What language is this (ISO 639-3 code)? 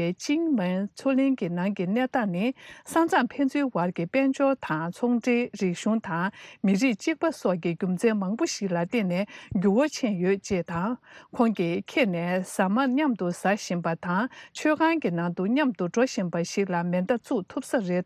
bod